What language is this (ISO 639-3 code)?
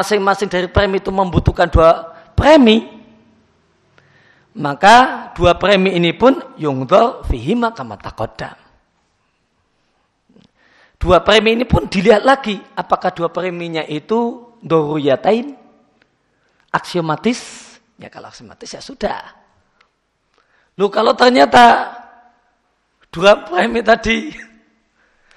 ind